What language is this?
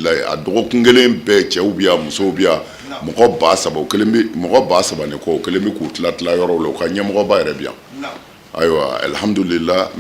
Bambara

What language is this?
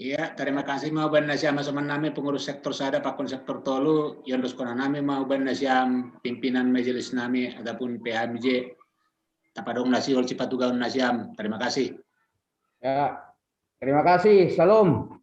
Batak Simalungun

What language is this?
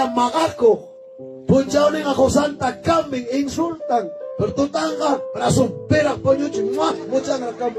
Ayacucho Quechua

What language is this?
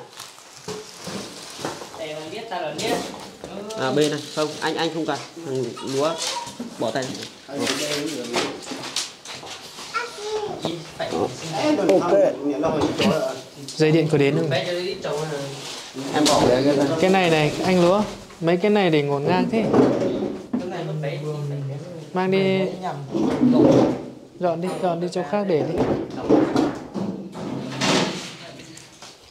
Vietnamese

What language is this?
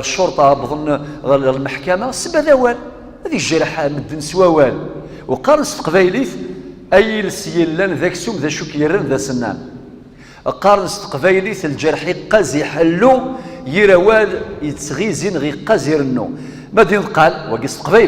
Kabyle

